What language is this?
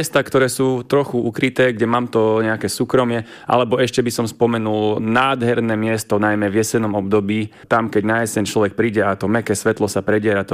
Slovak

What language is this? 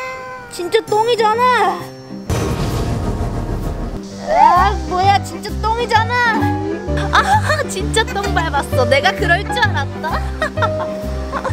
Korean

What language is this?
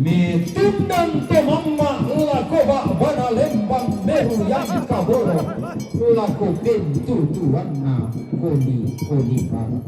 Toraja-Sa'dan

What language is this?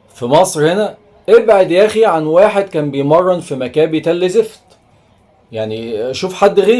Egyptian Arabic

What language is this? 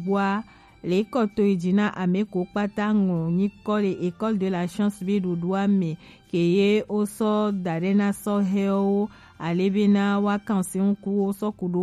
Gen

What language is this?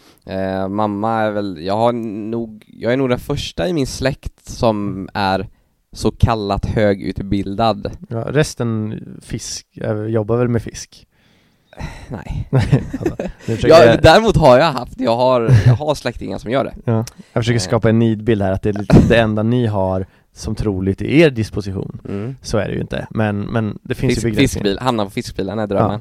Swedish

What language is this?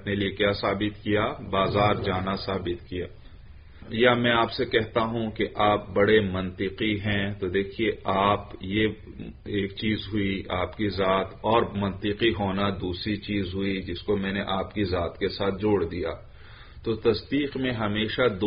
Urdu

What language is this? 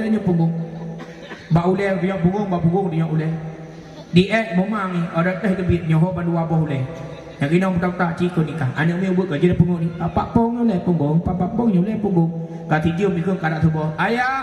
Achinese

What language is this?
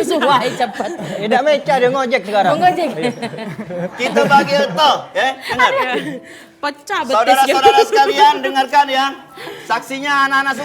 Musi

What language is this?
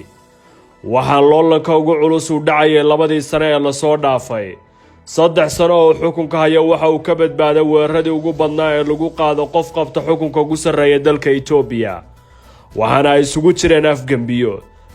Somali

